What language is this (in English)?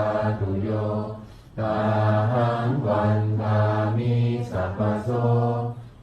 Pali